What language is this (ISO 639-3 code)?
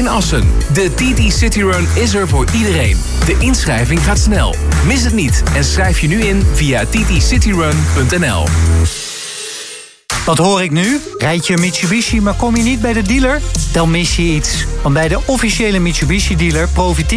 nld